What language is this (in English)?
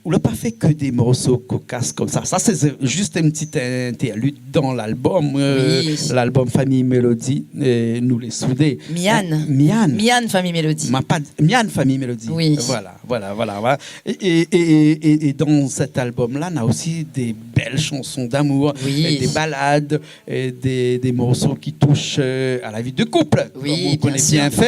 Réunion Creole French